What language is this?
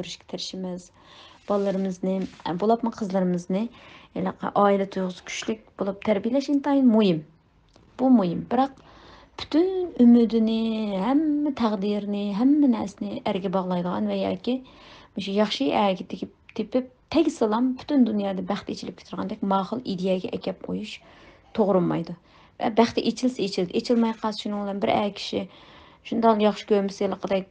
Uyghur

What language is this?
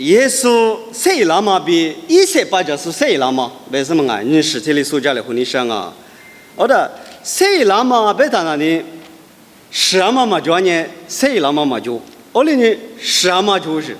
Lisu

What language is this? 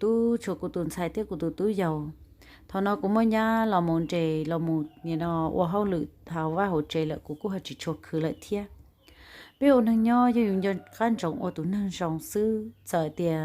Hmong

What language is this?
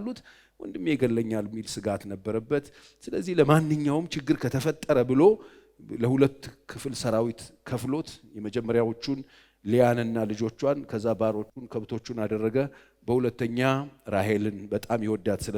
Amharic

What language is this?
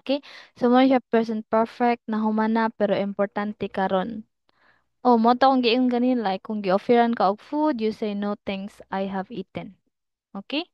Cebuano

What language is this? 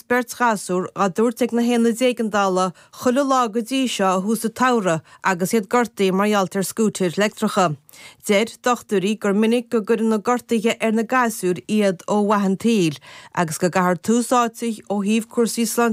Irish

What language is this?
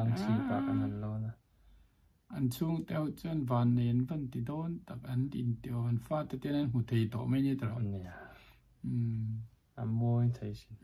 Vietnamese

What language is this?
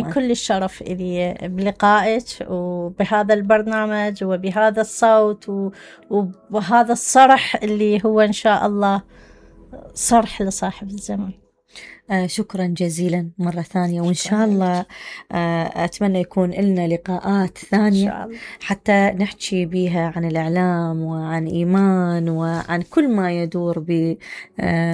Mesopotamian Arabic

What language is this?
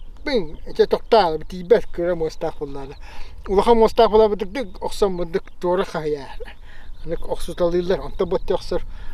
Yakut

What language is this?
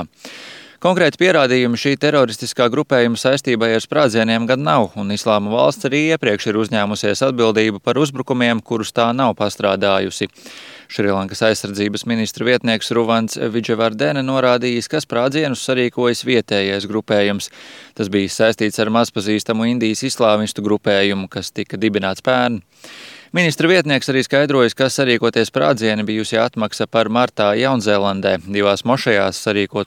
Latvian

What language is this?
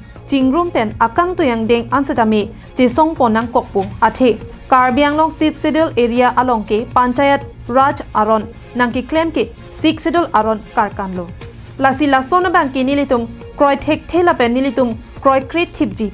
Karbi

